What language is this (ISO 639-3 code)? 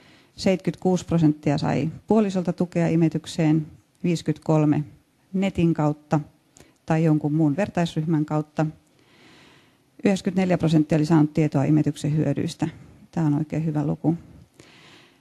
fin